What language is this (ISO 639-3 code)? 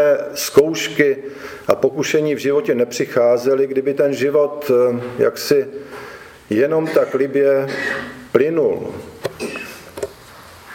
ces